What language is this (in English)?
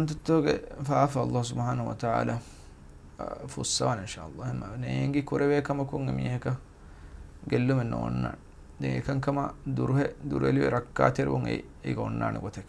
Divehi